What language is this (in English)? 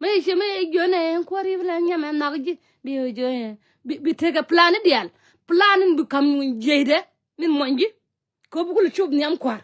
Nuer